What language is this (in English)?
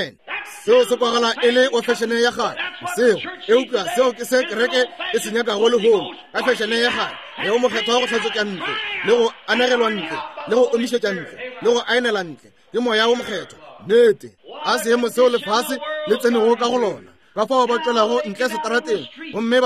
Northern Sotho